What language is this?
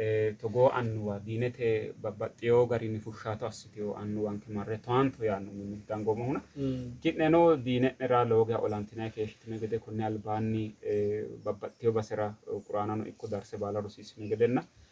Sidamo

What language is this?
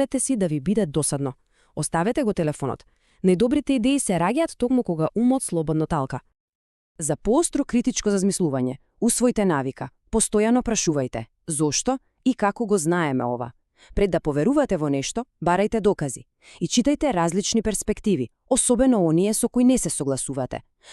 Macedonian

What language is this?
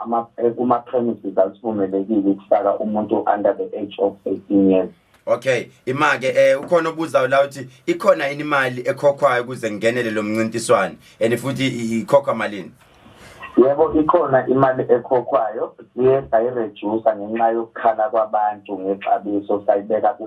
Zulu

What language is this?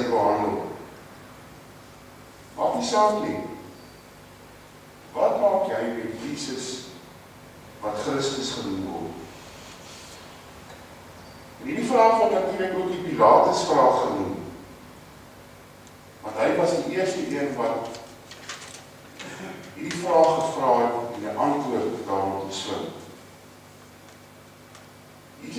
Afrikaans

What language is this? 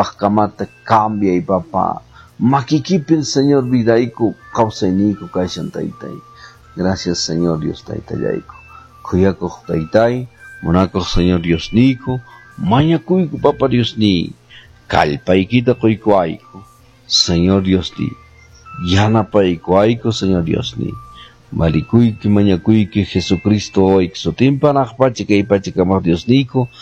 Quechua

